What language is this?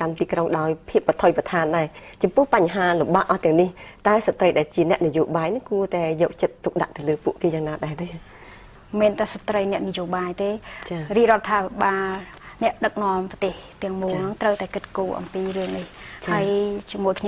Khmer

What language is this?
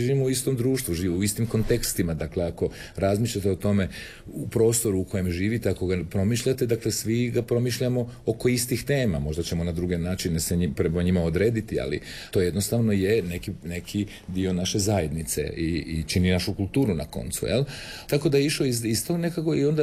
Croatian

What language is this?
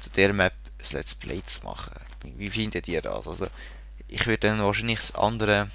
Swiss German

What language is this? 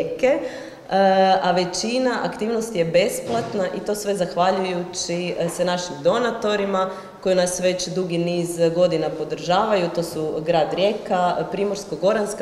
Croatian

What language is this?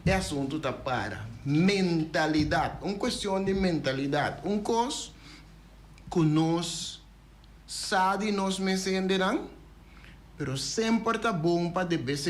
Papiamento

